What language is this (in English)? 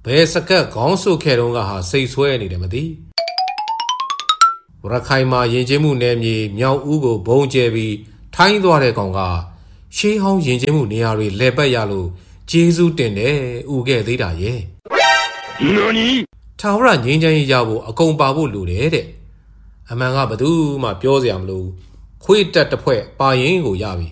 Burmese